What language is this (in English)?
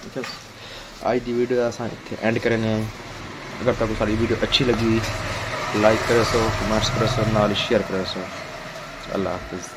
Saraiki